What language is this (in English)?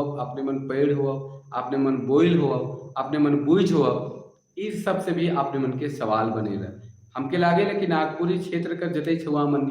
Sadri